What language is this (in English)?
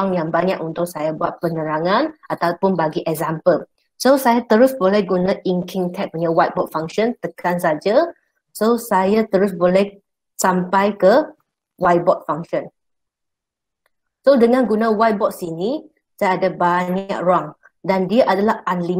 Malay